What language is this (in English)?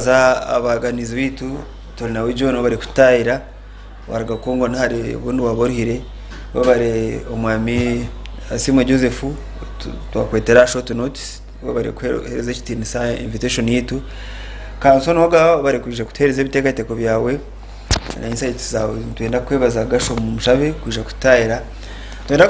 Nyankole